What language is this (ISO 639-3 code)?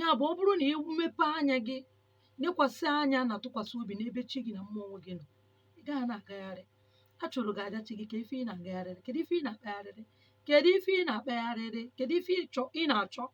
ibo